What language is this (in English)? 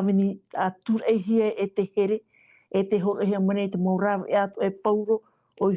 Tahitian